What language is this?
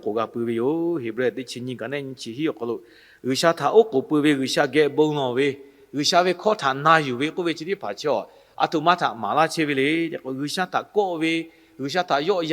Lahu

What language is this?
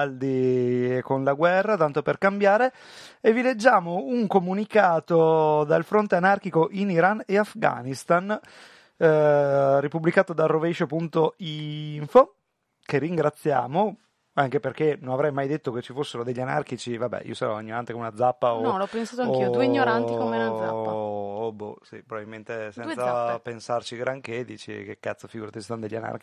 Italian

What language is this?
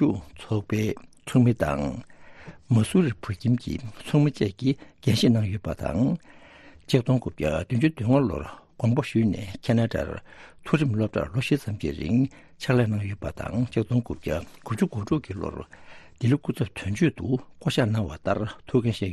Tibetan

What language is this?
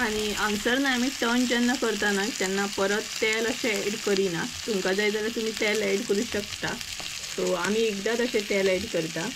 Konkani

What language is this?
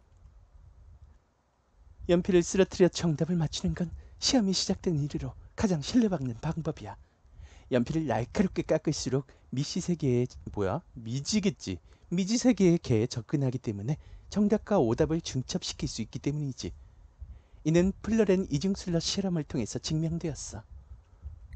Korean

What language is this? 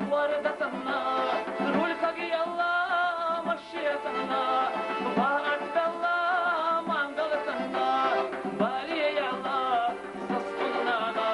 Chechen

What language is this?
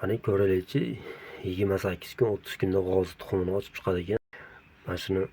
Uzbek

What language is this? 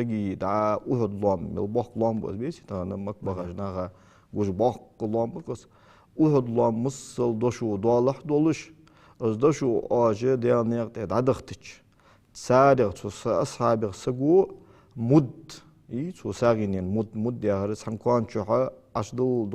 Ingush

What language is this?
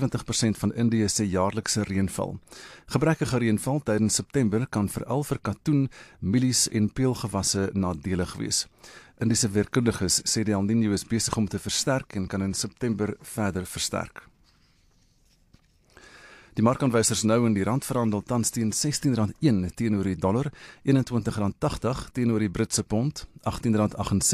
Afrikaans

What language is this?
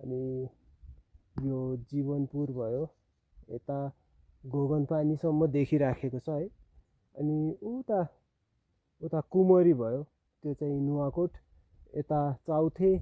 Nepali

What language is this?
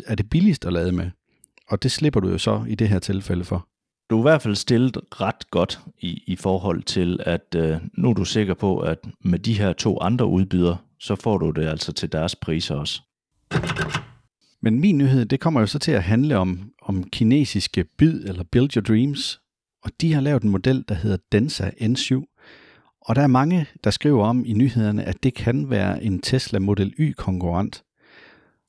Danish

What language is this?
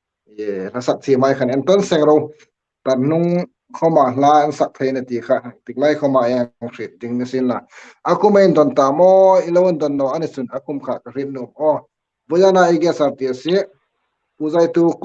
Hmar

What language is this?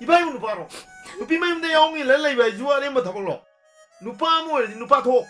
Manipuri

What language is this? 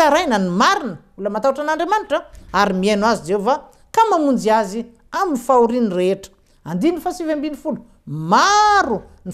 Malagasy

